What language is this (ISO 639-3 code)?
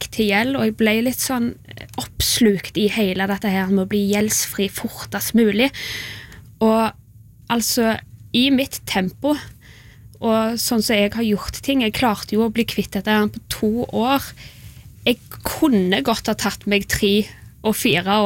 nor